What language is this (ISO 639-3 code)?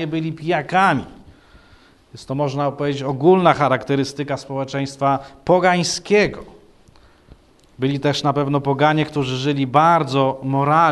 pol